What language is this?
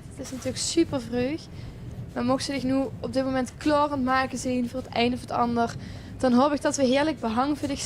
Limburgish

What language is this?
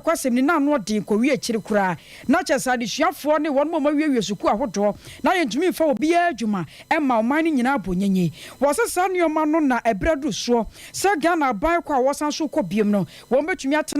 Akan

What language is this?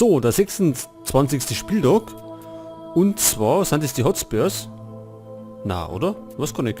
Bavarian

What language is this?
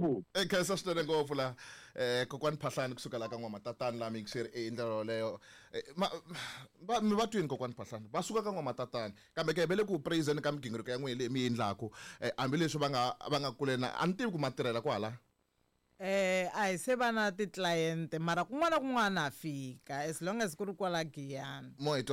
Tsonga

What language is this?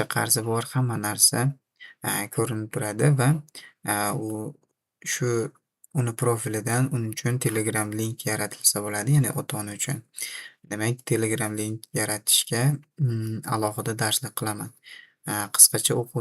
Uzbek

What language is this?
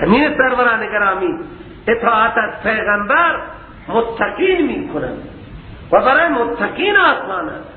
Persian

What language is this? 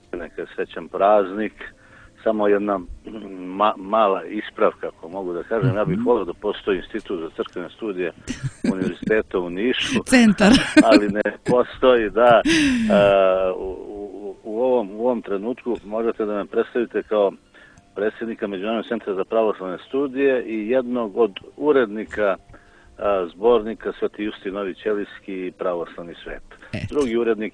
Serbian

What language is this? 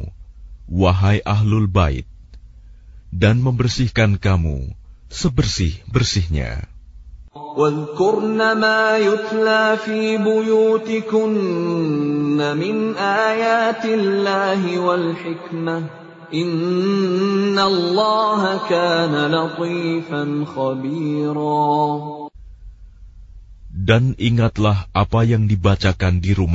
Indonesian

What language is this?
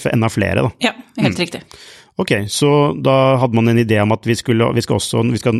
Norwegian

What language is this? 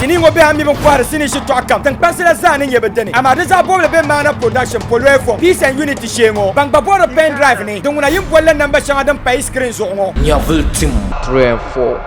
Dagbani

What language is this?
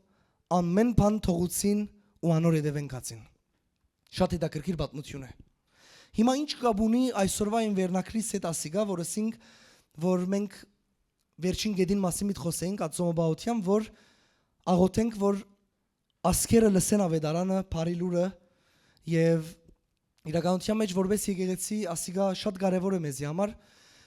Western Armenian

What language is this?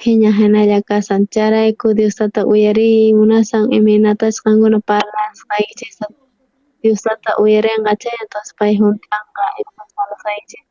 South Bolivian Quechua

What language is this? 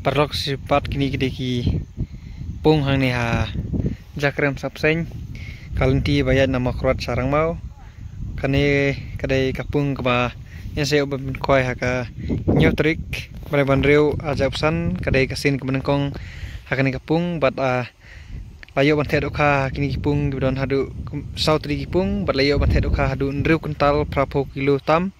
Khasi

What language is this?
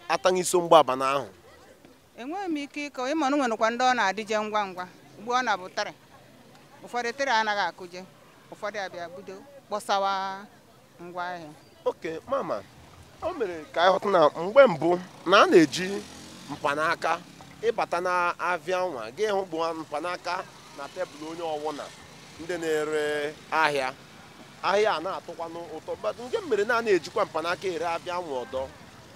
Igbo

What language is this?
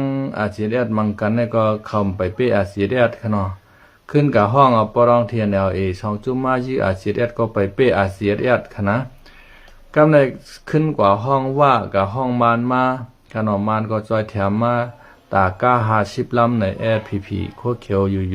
Shan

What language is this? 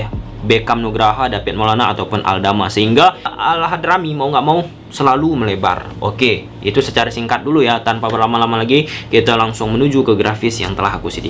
Indonesian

